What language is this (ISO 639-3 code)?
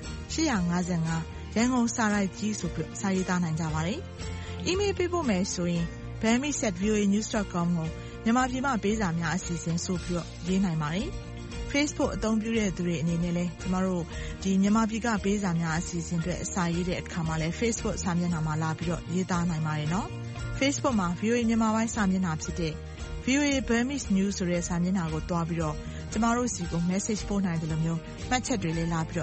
mya